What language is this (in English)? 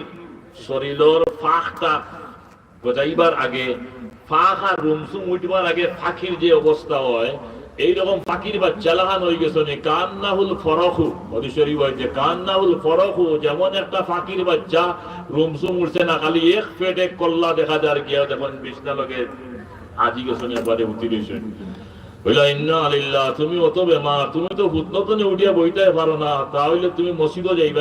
Sylheti